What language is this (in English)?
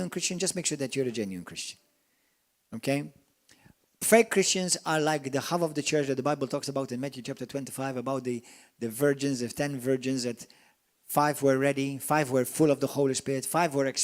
English